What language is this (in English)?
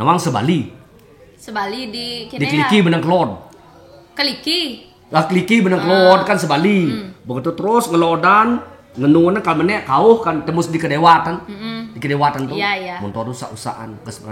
Balinese